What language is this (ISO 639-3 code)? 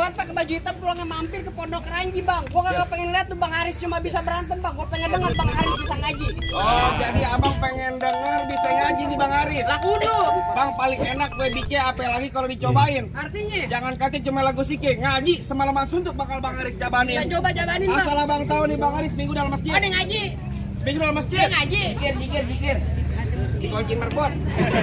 bew